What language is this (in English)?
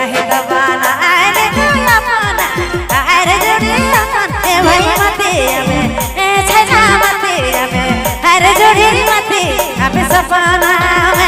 Sadri